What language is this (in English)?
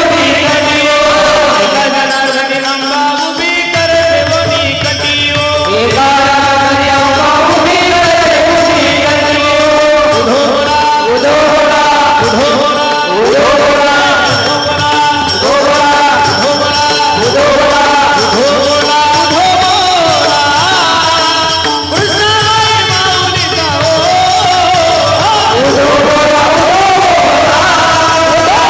Marathi